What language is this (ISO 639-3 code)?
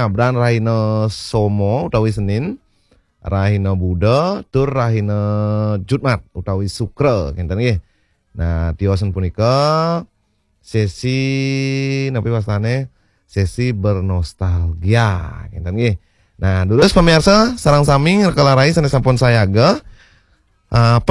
ban